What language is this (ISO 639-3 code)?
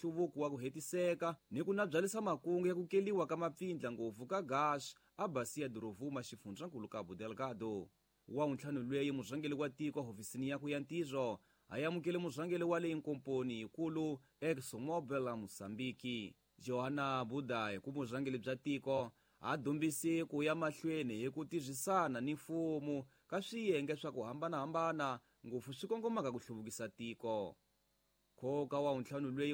tso